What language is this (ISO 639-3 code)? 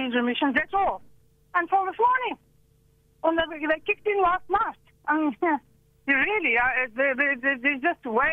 eng